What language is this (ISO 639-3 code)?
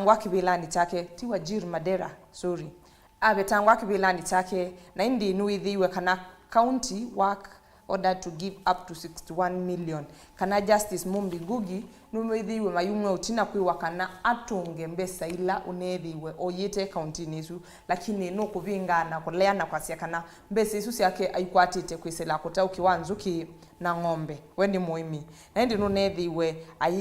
kam